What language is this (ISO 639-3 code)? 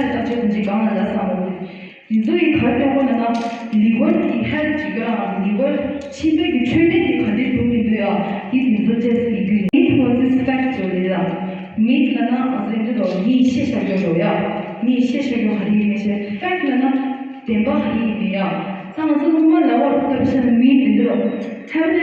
bod